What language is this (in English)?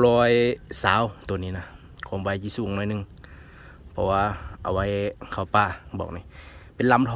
Lao